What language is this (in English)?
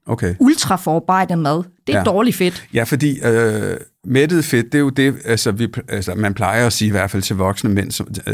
Danish